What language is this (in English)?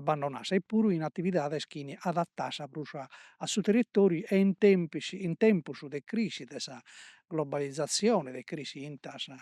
Sardinian